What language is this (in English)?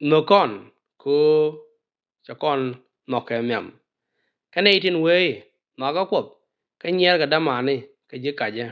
Nuer